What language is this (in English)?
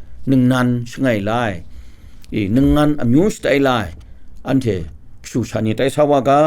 Kachin